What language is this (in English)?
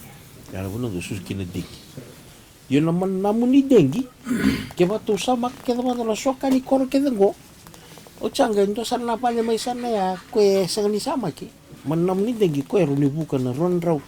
Fijian